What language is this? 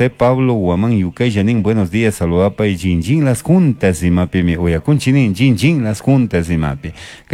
Chimborazo Highland Quichua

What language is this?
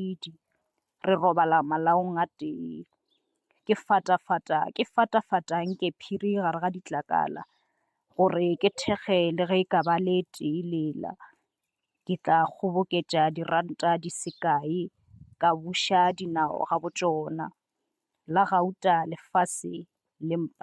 Northern Sotho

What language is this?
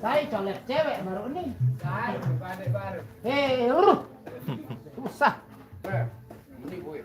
Sasak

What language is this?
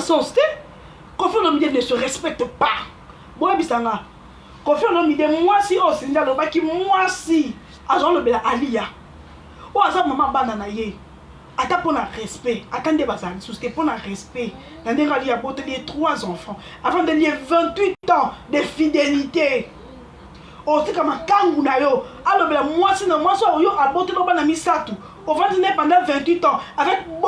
Lingala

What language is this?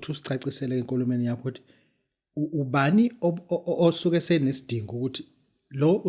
Zulu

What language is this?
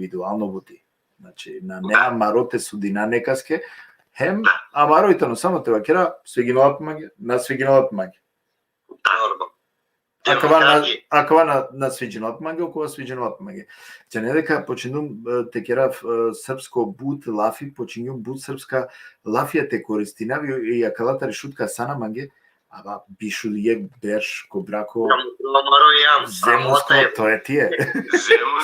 Balkan Romani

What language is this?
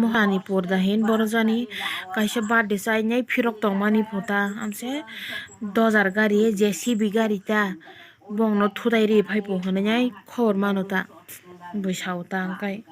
Kok Borok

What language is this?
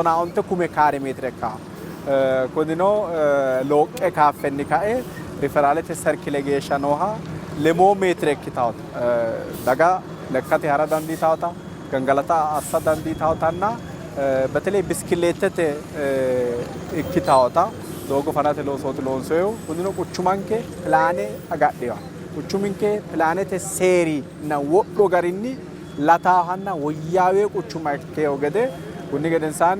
Sidamo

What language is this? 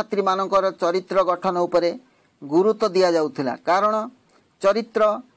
Odia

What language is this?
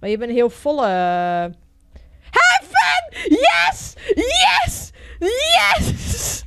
Western Frisian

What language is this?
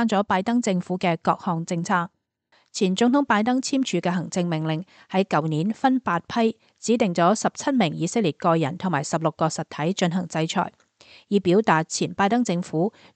Cantonese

